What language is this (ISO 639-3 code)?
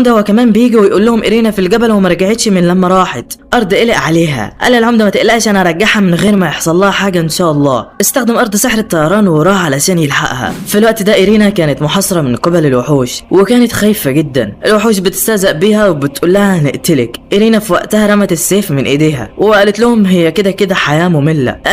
arz